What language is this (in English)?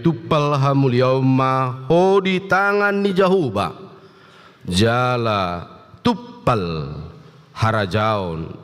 Batak Toba